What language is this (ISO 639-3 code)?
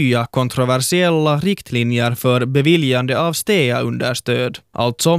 swe